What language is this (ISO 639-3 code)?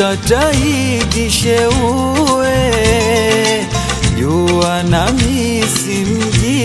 swa